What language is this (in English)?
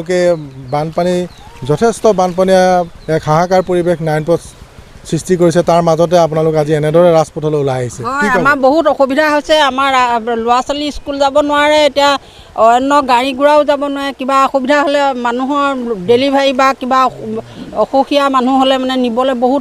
Assamese